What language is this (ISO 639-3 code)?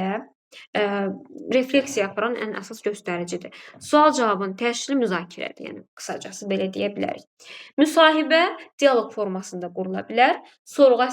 aze